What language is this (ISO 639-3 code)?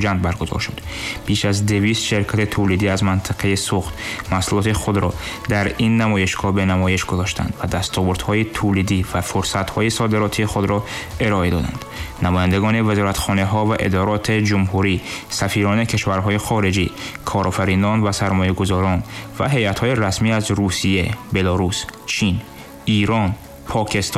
tgk